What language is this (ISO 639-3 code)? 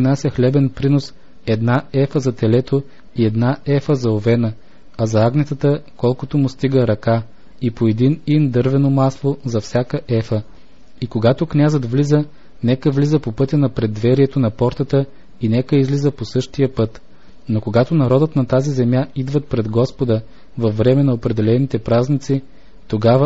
bul